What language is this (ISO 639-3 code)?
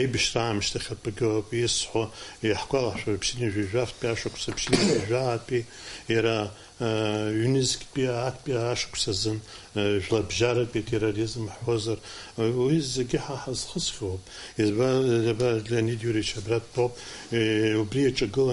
abk